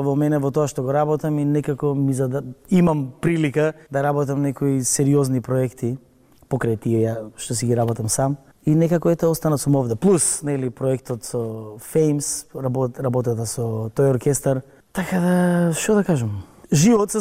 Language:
Macedonian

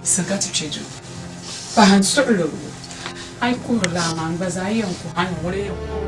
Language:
Dagbani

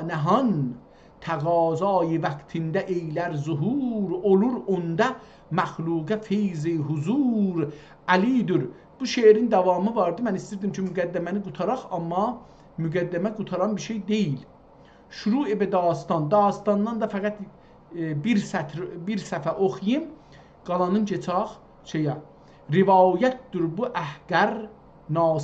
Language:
South Azerbaijani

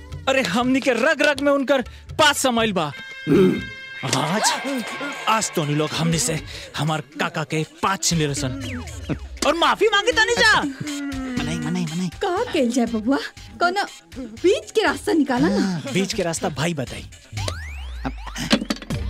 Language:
Bhojpuri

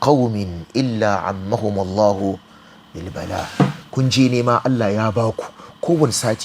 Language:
Hausa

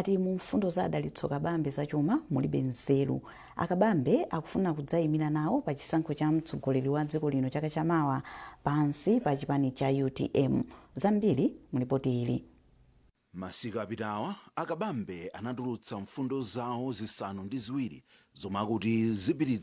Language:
Nyanja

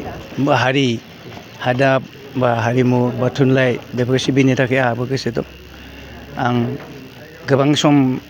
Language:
Bodo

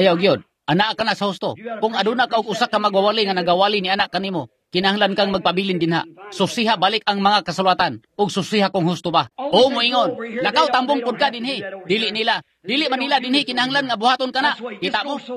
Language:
Cebuano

